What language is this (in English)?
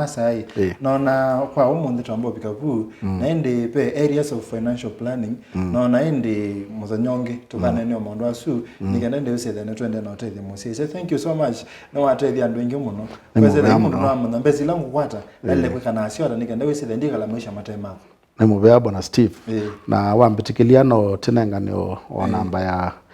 Kamba